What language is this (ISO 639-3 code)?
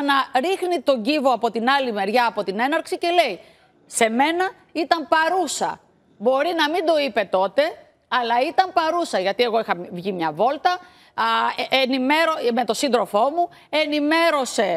ell